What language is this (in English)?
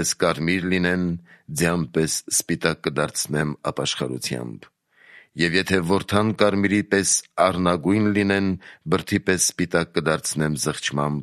Armenian